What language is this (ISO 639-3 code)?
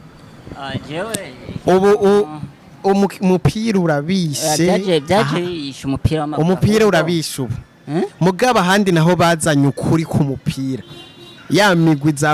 run